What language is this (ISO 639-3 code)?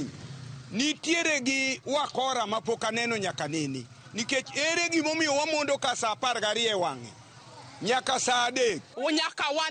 luo